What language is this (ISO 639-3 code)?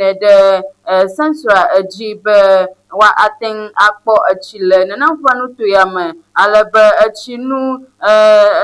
ewe